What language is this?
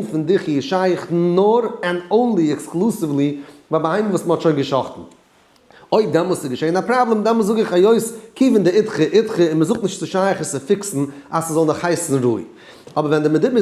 Yiddish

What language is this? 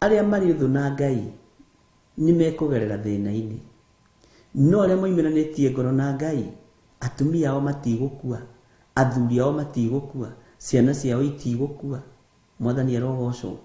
Kikuyu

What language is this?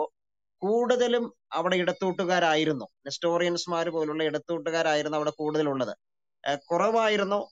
Malayalam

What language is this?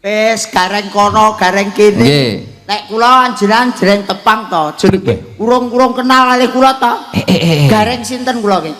Javanese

